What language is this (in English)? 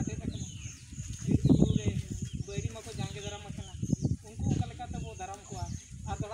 Santali